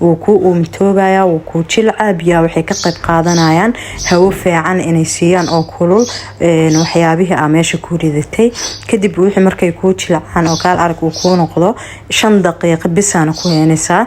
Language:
Somali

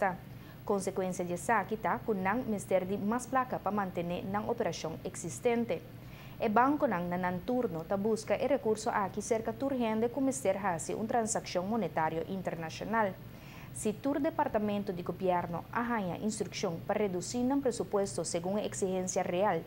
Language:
Papiamento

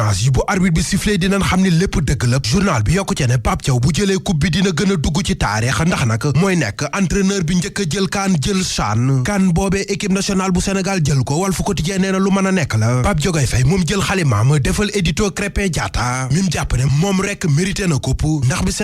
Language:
Wolof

